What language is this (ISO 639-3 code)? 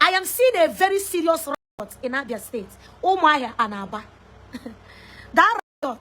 ibo